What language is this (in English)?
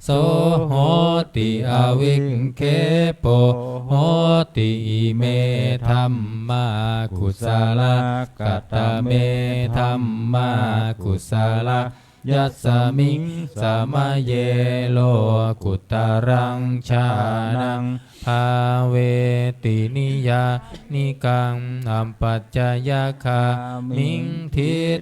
Pali